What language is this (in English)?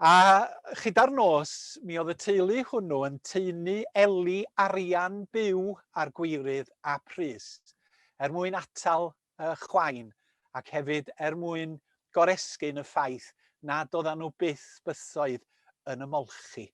Welsh